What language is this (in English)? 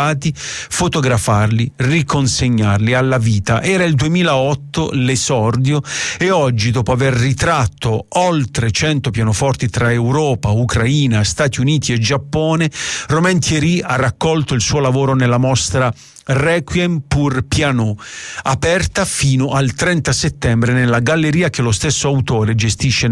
Italian